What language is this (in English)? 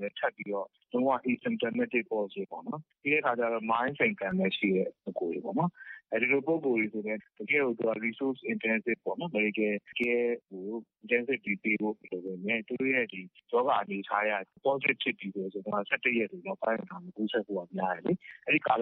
Burmese